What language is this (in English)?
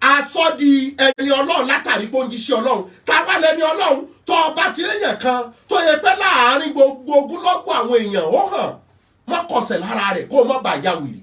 Yoruba